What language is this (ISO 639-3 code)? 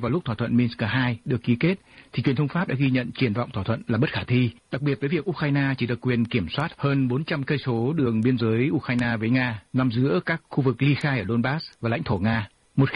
vie